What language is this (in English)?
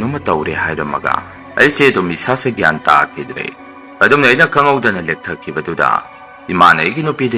Manipuri